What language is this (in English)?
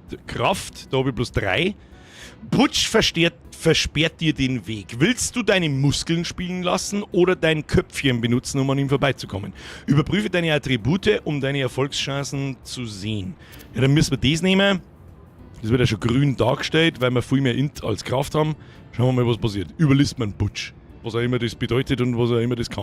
Bavarian